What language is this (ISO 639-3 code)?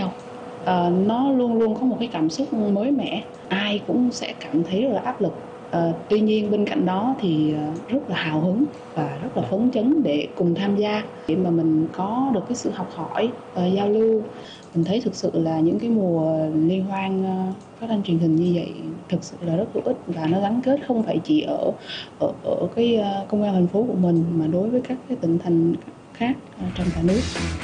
vie